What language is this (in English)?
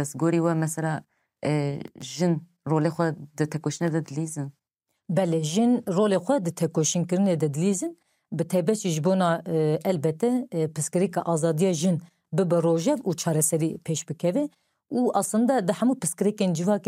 Kurdish